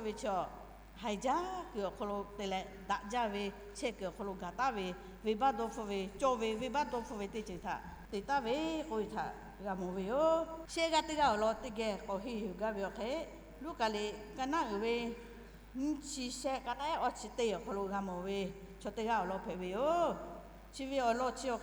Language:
Lahu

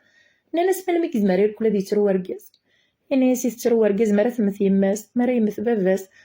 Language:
Kabyle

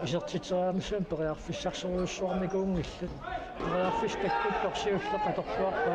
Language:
Kalaallisut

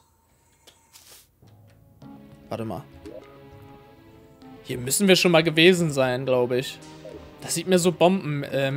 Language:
German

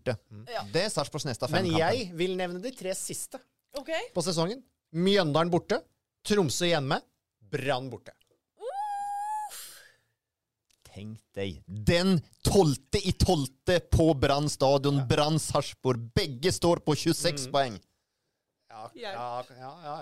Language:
Norwegian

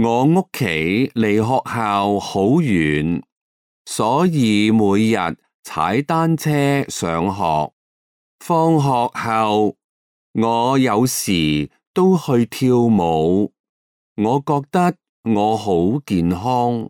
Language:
Cantonese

